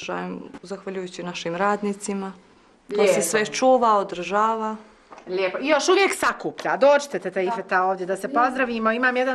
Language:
Bosnian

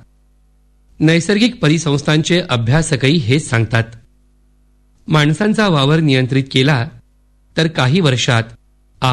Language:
Marathi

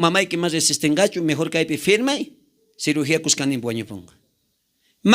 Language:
South Bolivian Quechua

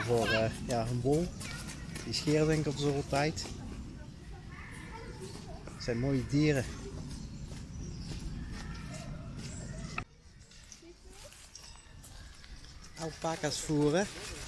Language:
Dutch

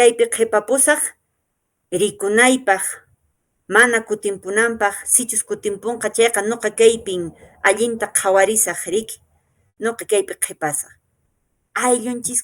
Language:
Quechua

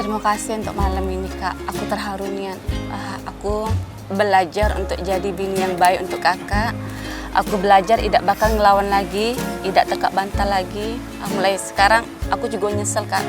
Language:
Musi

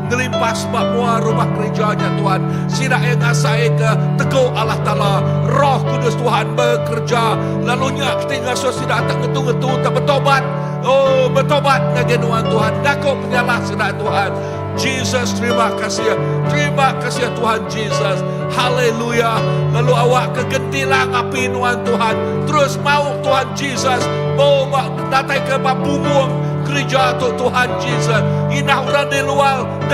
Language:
Iban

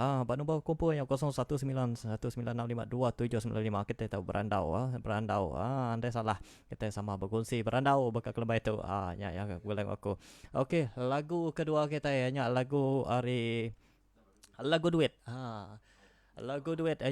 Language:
Iban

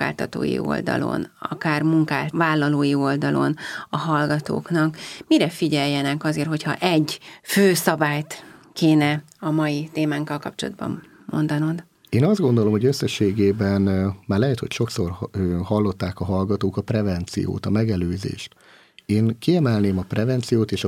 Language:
Hungarian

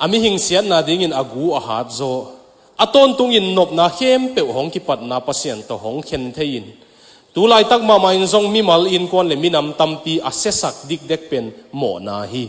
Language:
Tedim Chin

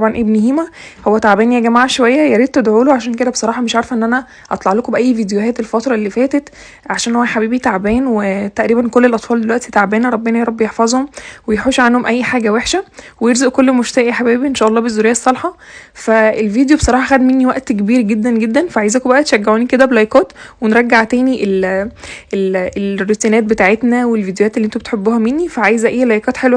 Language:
Egyptian Arabic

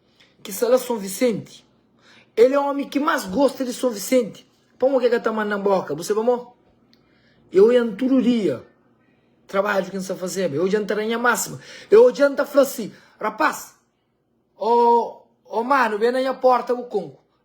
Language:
Kabuverdianu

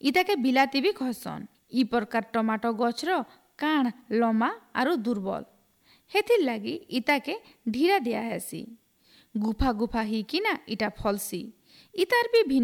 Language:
Odia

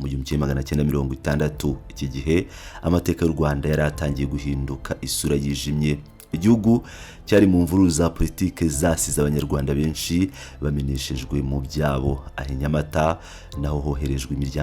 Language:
Kinyarwanda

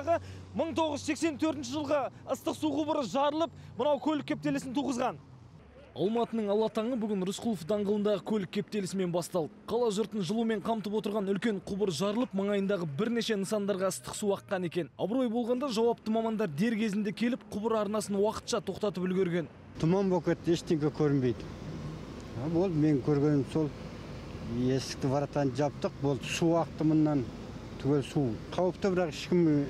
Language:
Kazakh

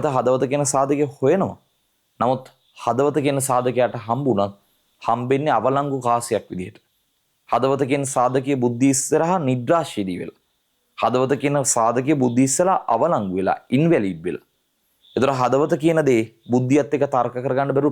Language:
Sinhala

